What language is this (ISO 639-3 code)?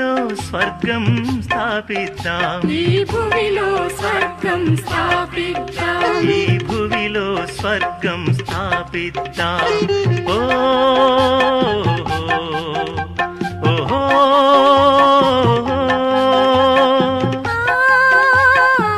tel